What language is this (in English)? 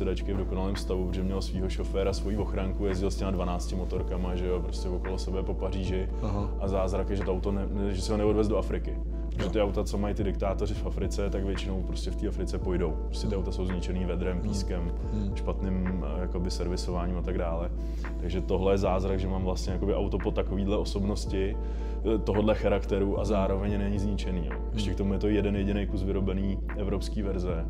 Czech